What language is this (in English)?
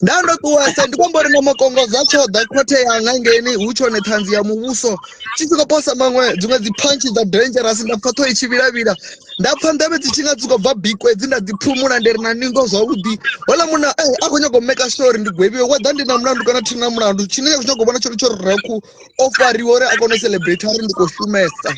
Venda